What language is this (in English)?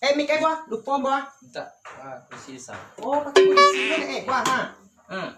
Minangkabau